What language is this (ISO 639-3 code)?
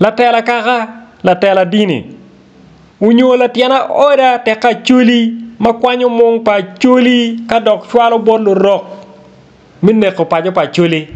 ach